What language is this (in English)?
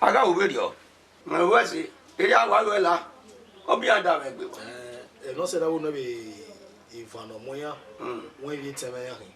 Bini